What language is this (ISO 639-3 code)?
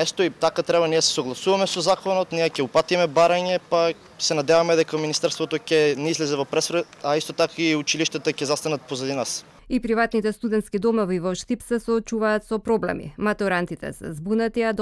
mkd